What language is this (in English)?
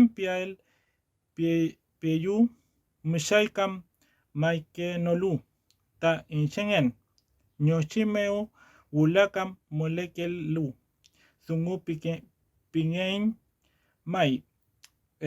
Mapuche